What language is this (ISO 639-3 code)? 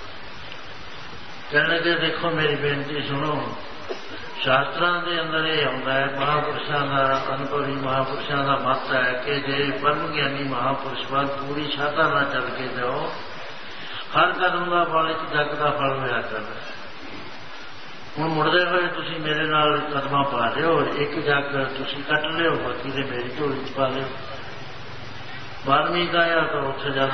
pan